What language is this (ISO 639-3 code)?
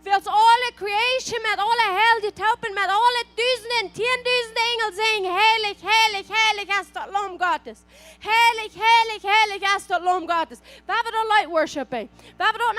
pdt